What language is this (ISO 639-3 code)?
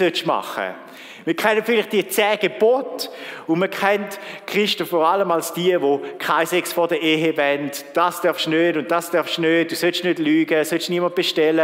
gsw